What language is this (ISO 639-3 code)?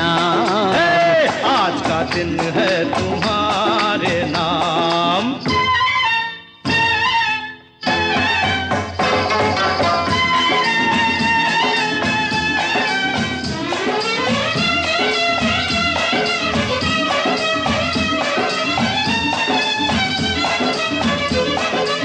hin